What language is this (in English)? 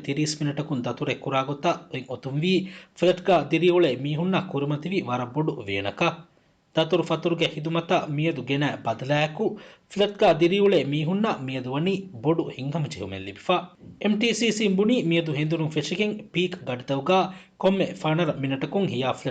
Divehi